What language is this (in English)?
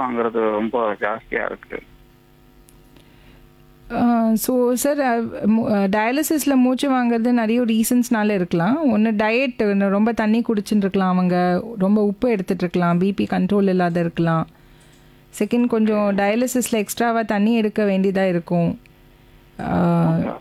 Tamil